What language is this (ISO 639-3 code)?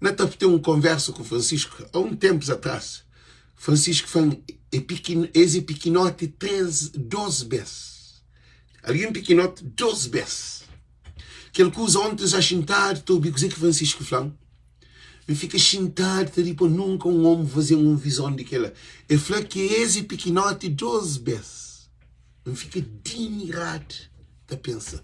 kea